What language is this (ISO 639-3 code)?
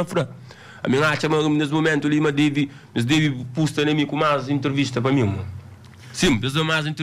kea